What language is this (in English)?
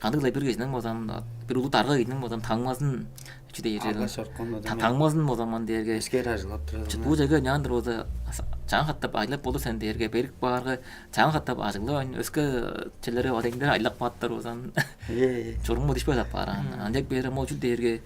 Tuvinian